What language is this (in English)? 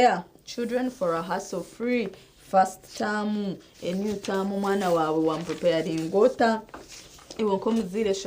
Nyankole